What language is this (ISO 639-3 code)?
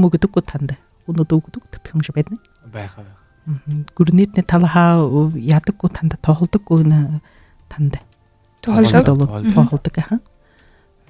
bua